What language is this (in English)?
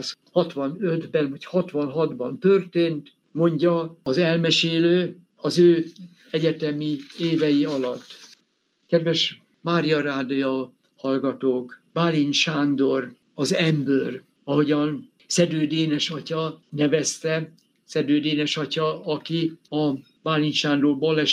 Hungarian